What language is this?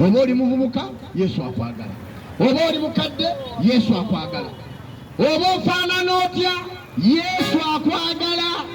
Ganda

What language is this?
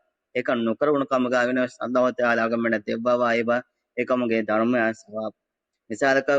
Divehi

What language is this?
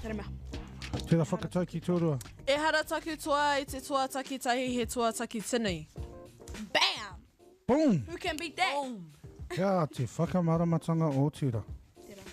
Māori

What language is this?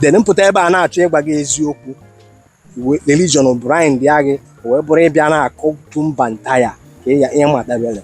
Igbo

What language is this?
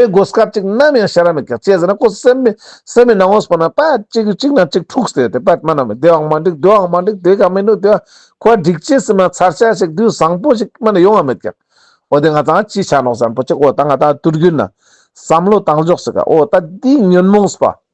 Ladakhi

